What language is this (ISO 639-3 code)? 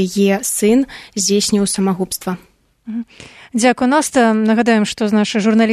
bel